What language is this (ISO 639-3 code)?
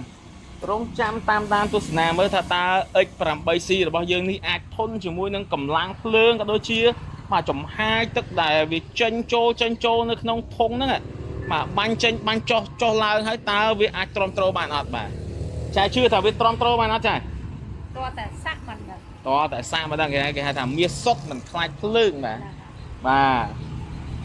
khm